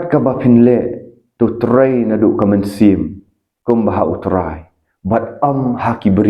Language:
Khasi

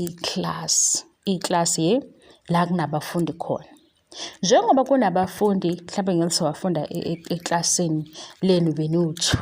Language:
Zulu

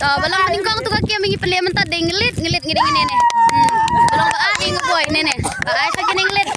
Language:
Khasi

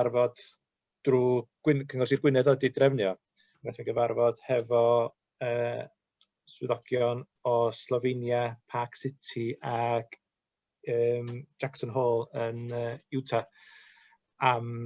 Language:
Welsh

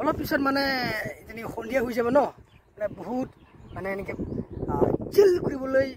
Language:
Assamese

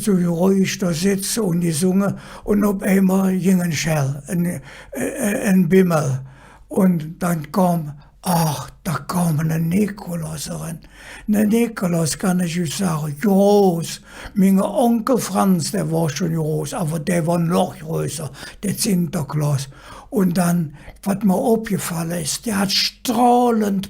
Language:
Colognian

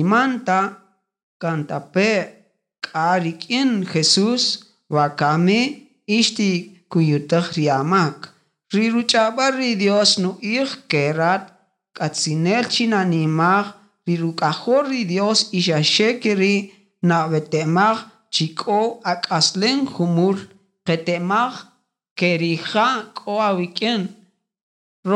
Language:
Kaqchikel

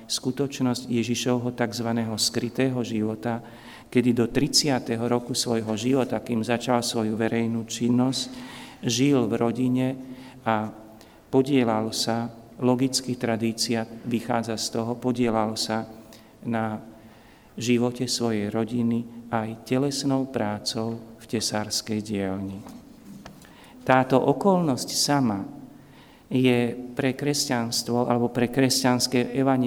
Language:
Slovak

